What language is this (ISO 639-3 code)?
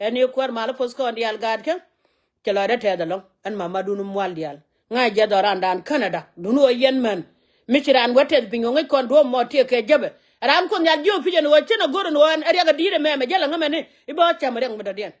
nus